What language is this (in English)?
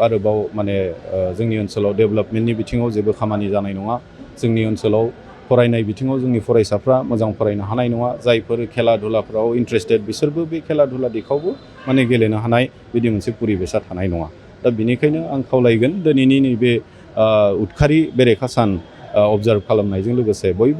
Bodo